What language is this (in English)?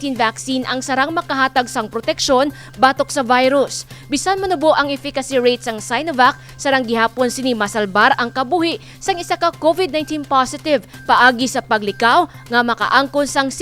Hiligaynon